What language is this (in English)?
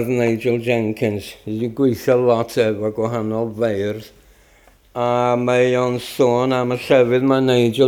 Welsh